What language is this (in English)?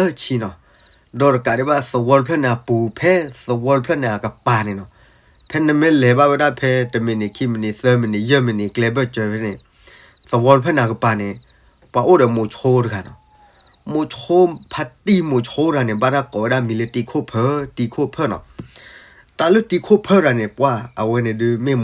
S'gaw Karen